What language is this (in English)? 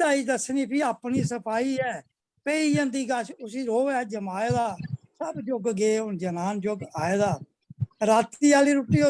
Dogri